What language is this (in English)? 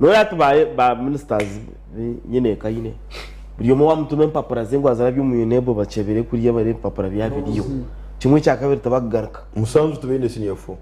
Nyankole